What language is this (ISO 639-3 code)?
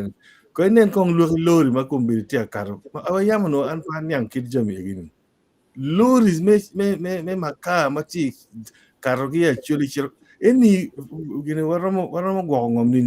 ach